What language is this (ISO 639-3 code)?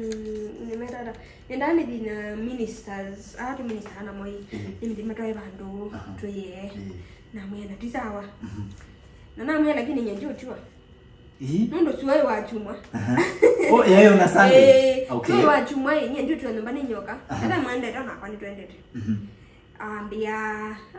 kam